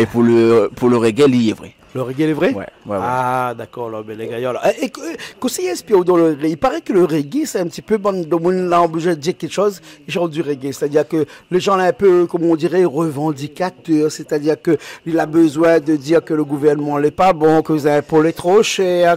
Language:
Réunion Creole French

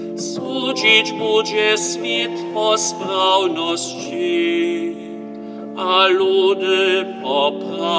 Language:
Upper Sorbian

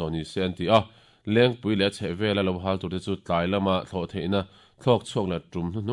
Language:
Mizo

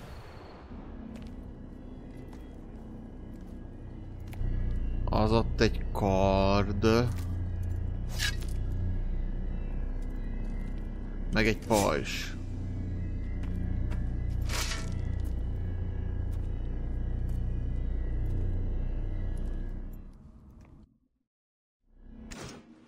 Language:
Hungarian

